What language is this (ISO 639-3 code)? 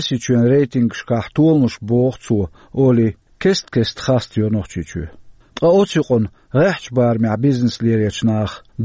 che